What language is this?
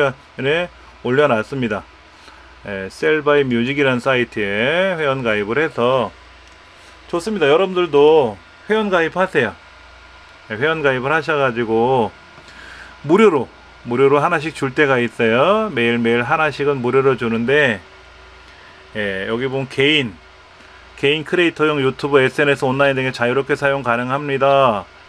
Korean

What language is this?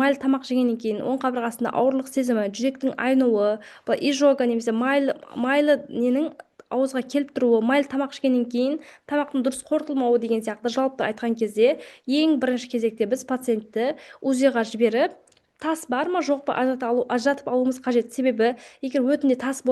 Kazakh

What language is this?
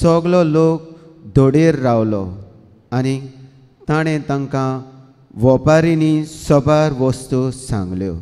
Konkani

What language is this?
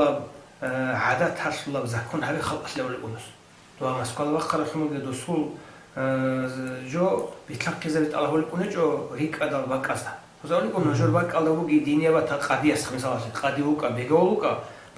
Avaric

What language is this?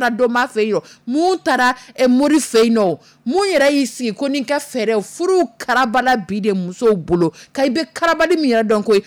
Dyula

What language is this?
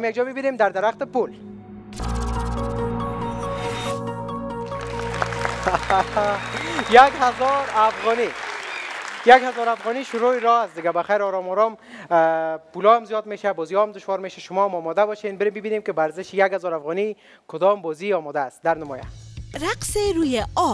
Persian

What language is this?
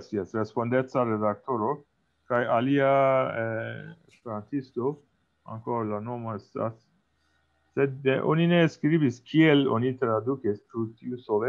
Esperanto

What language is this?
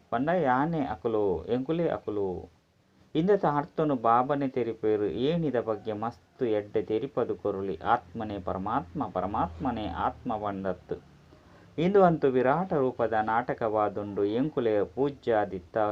Tulu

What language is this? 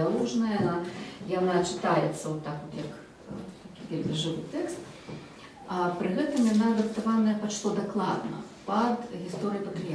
Belarusian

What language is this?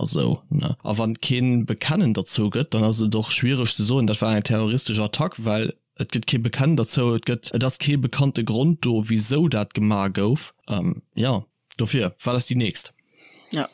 Luxembourgish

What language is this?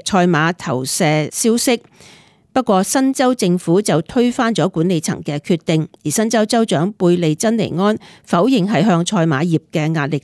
Cantonese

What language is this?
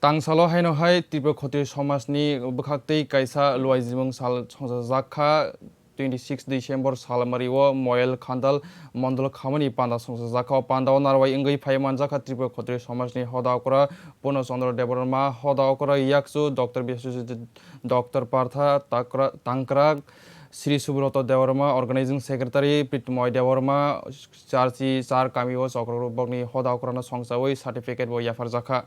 Kok Borok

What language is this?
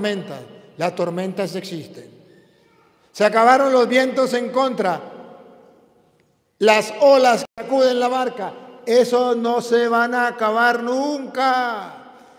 Spanish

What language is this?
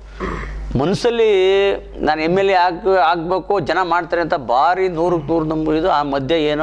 Kannada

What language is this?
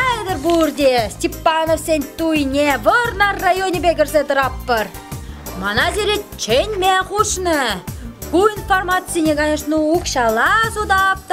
Chuvash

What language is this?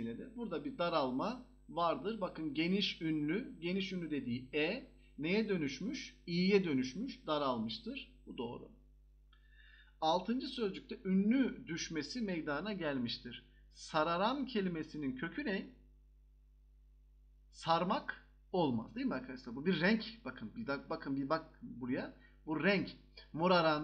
Turkish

